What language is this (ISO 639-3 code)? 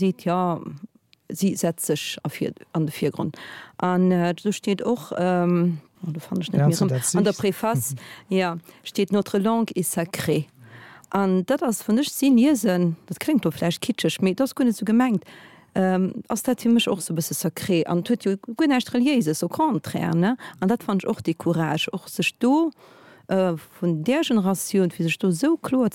ltz